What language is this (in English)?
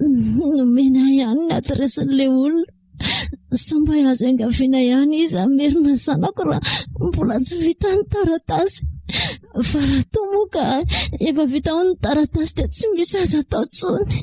Malagasy